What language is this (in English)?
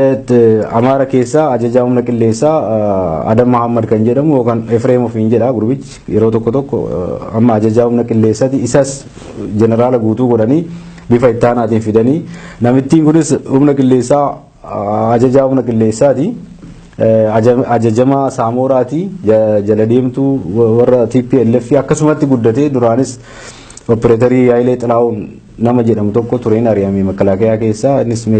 Oromo